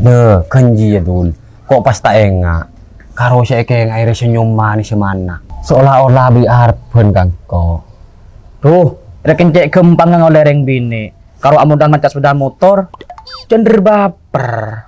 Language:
Madurese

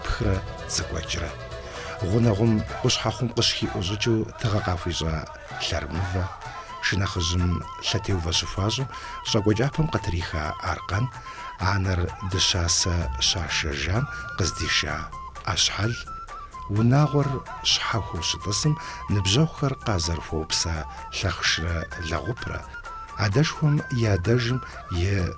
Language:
Kabardian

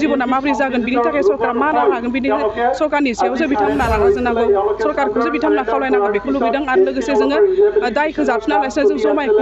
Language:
Bodo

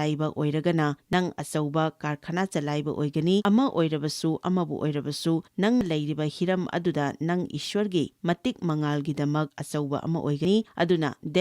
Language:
Manipuri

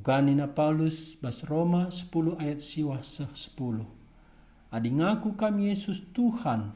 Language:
Batak Karo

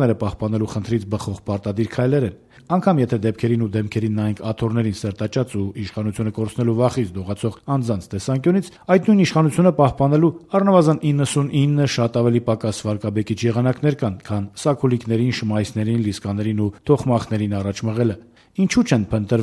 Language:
Armenian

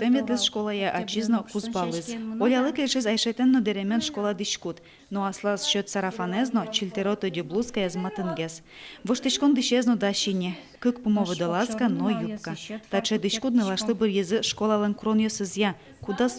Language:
Udmurt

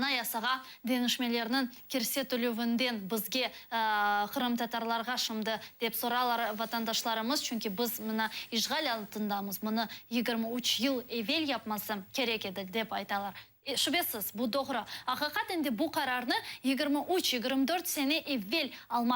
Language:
Crimean Tatar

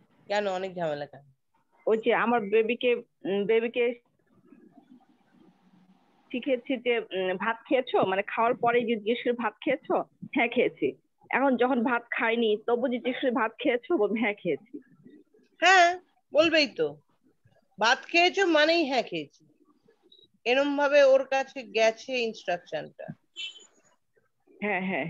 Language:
Bangla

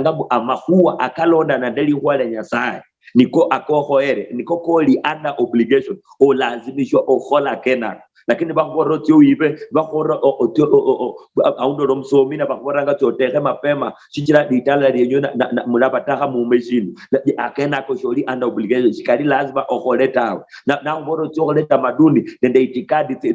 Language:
Luyia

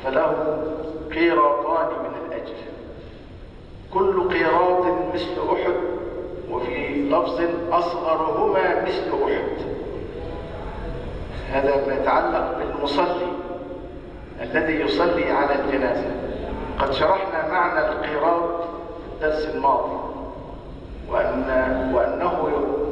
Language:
Arabic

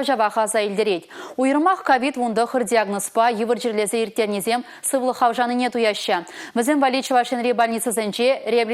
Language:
Chuvash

